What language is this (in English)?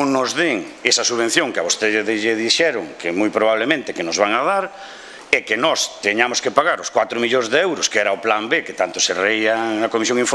Galician